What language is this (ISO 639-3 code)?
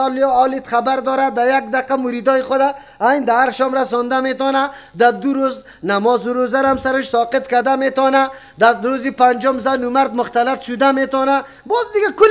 fas